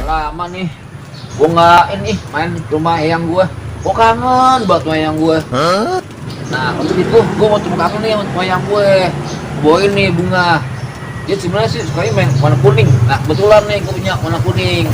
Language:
Betawi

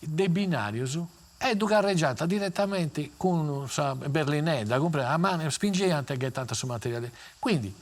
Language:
Sardinian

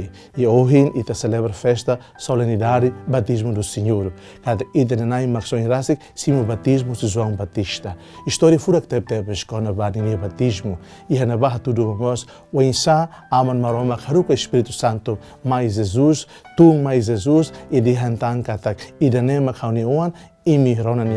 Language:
Tetum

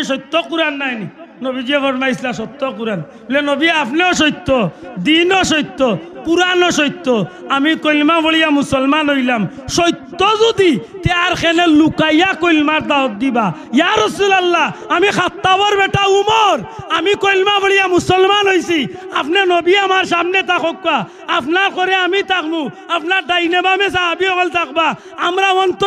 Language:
Sylheti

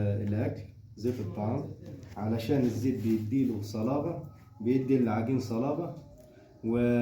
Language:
Egyptian Arabic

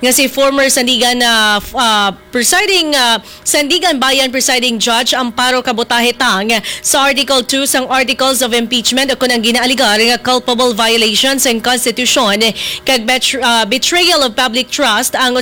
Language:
Hiligaynon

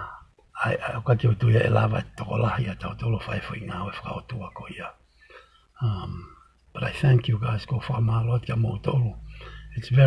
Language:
Tongan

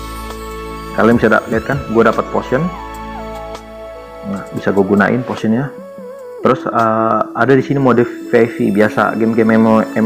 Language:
Indonesian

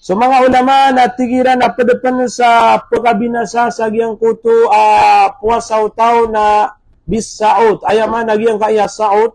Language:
Maranao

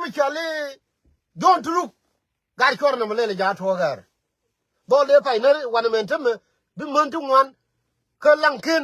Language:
Nuer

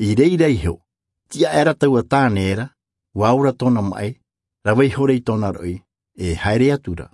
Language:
Tahitian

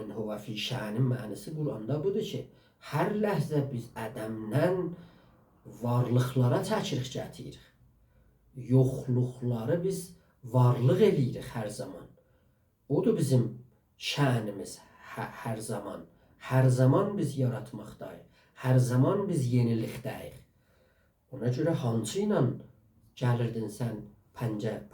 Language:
South Azerbaijani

